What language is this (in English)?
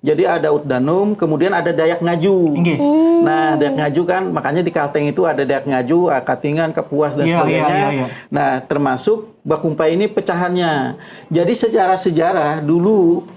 Banjar